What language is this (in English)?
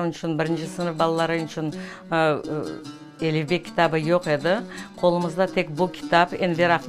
Crimean Tatar